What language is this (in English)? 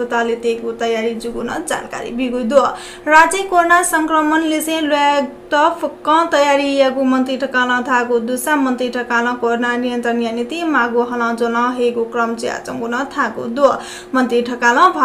Newari